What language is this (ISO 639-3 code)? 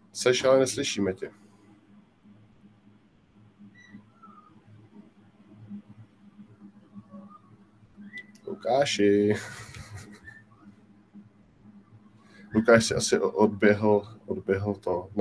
ces